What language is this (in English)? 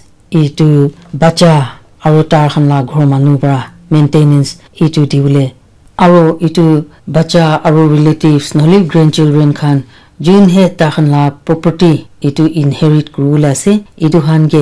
Naga Pidgin